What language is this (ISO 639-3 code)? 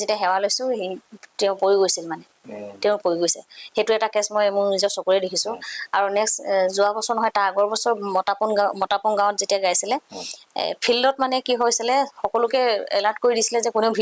asm